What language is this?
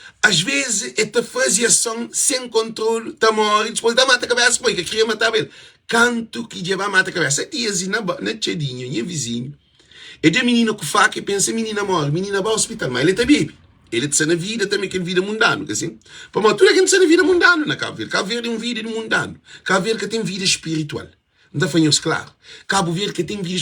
Kabuverdianu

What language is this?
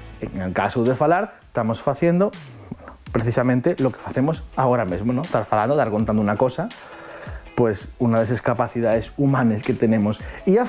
Asturian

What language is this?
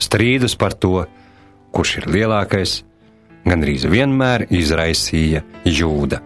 Latvian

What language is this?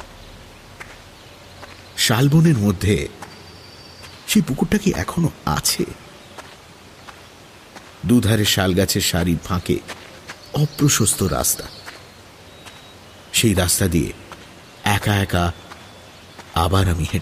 Bangla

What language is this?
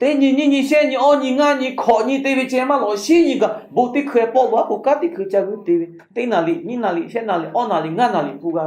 Lahu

